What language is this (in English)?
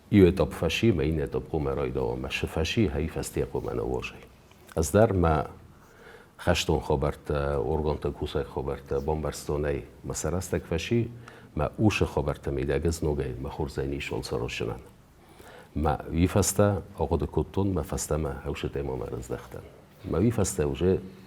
Ossetic